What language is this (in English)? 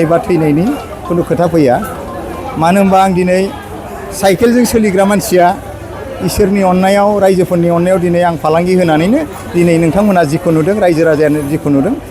Bodo